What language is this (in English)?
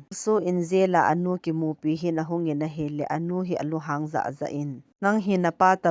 Thado Chin